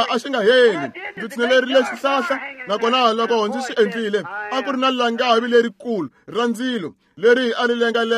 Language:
Tsonga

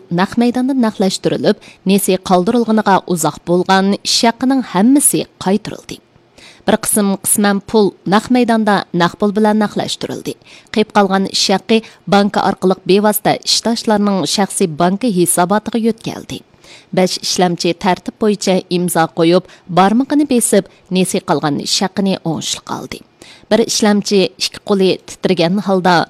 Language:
Uyghur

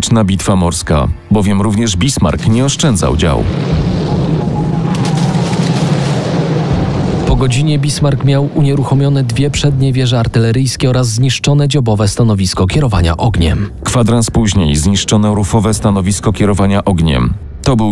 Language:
Polish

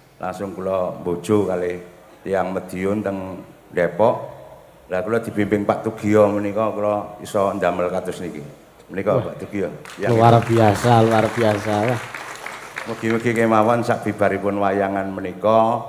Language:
Javanese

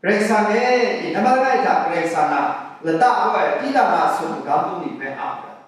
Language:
Kachin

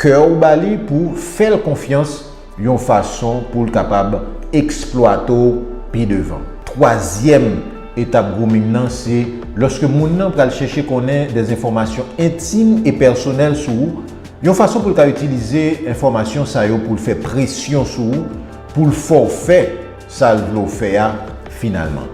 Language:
Haitian Creole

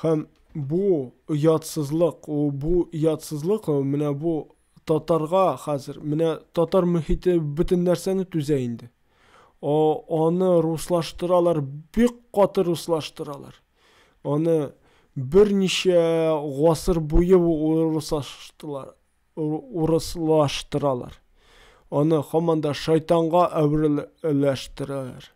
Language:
Tatar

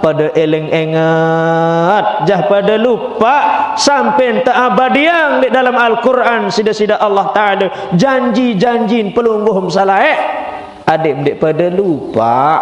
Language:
Sasak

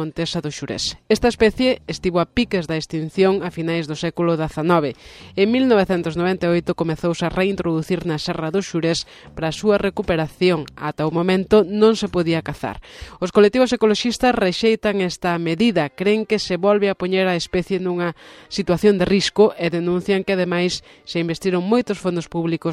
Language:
Galician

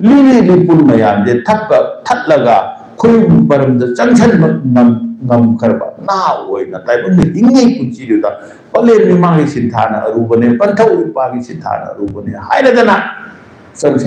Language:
Manipuri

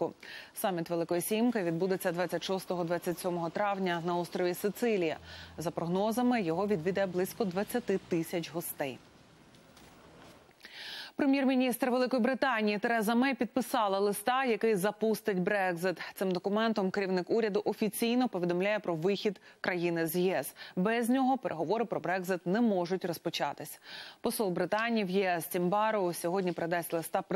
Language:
Ukrainian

